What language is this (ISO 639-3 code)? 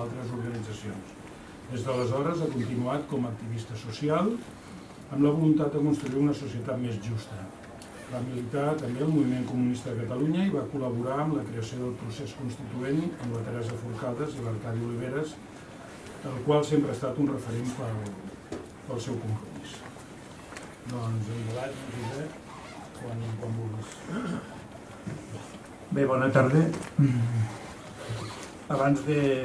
cat